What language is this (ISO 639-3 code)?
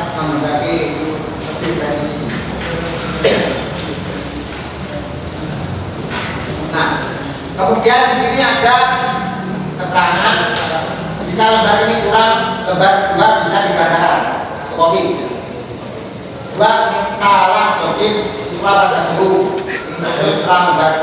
ind